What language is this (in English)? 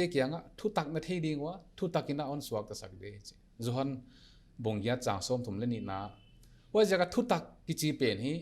Paite Chin